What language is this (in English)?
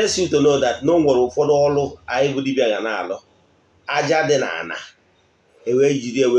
Igbo